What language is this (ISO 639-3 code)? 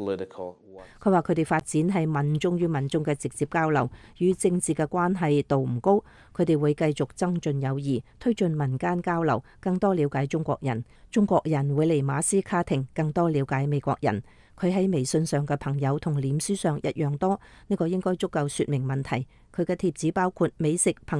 yue